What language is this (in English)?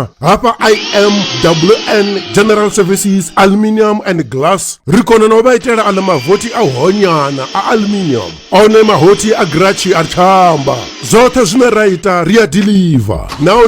Venda